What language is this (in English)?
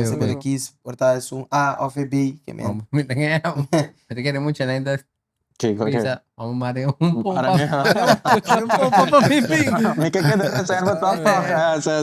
Papiamento